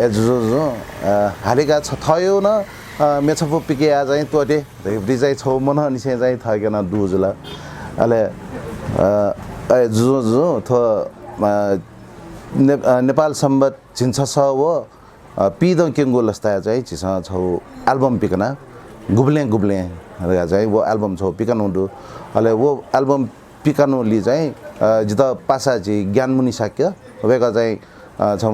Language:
Newari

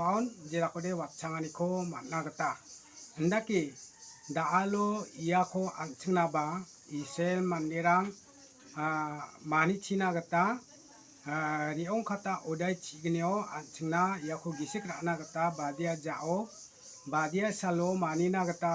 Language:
Garo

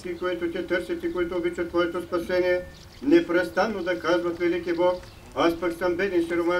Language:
Bulgarian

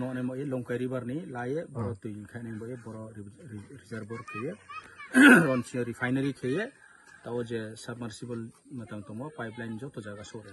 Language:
Kok Borok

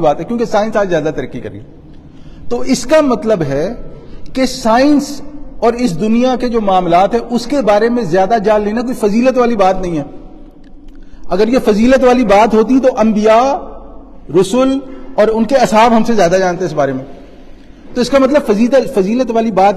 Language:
Urdu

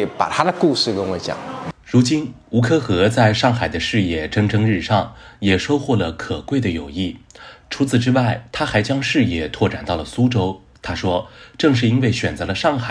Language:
Chinese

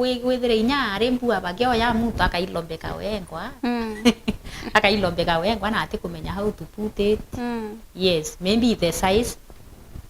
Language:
Meru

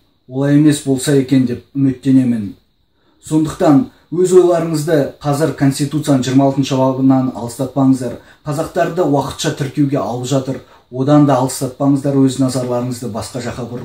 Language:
Kazakh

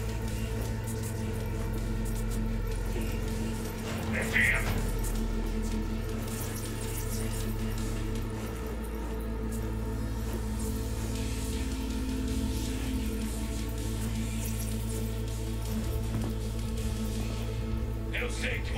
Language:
Portuguese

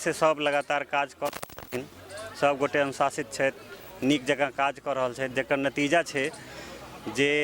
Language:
Maithili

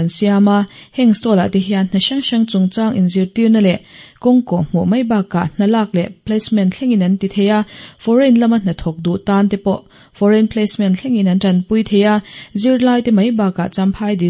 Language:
Mizo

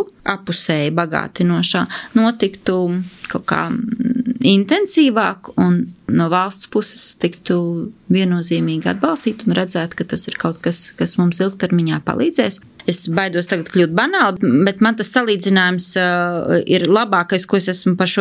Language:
Latvian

